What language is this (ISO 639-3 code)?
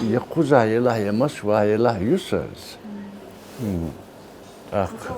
che